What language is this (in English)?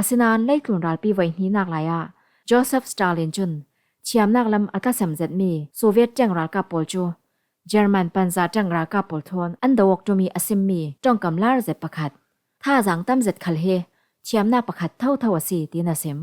Falam Chin